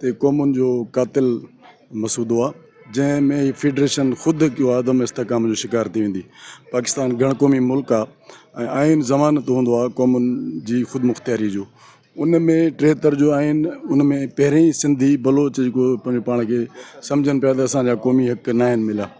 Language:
Sindhi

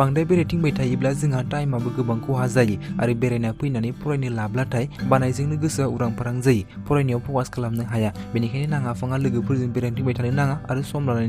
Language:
Bodo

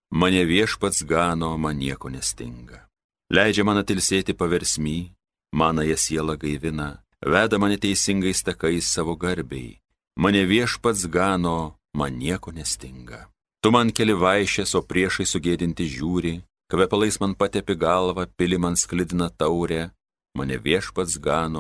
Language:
Lithuanian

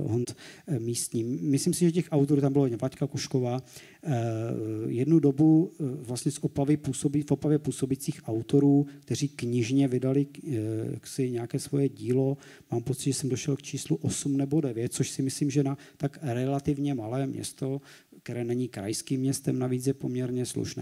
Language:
Czech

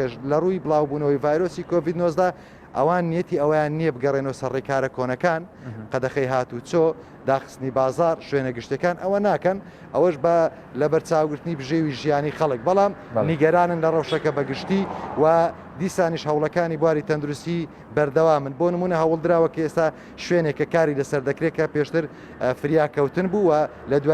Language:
Central Kurdish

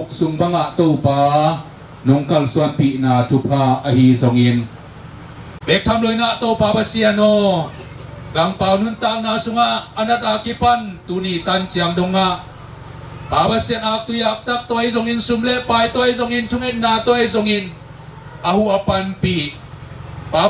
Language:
Tedim Chin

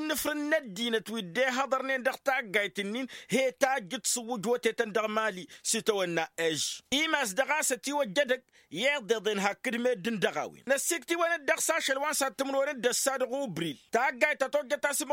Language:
Tamasheq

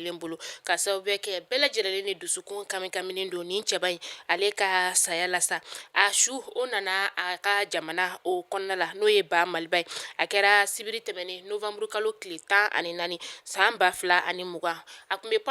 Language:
Bambara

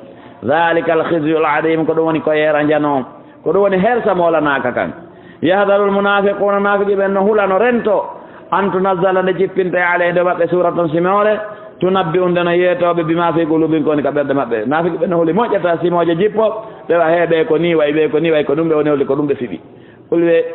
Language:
Fula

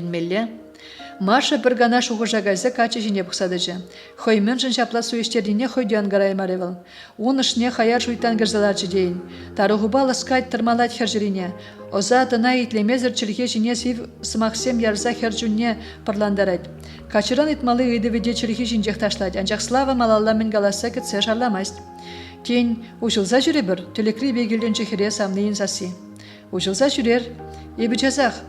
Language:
Chuvash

